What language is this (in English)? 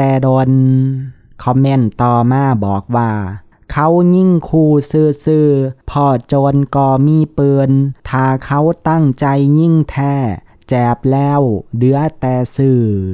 Lao